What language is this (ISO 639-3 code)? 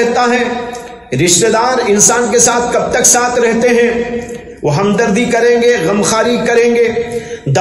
urd